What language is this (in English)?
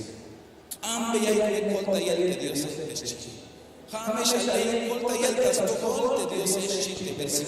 Tzeltal